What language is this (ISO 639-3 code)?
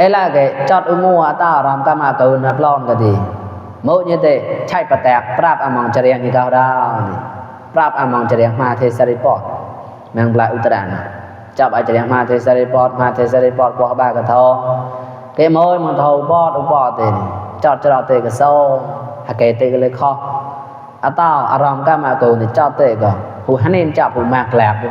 mnw